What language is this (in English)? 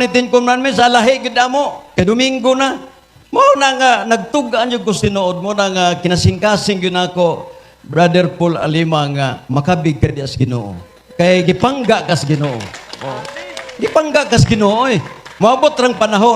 Cebuano